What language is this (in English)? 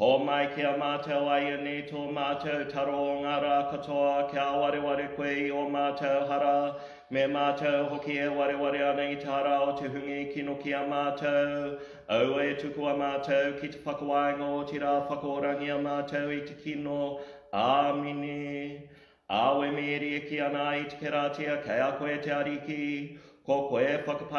Māori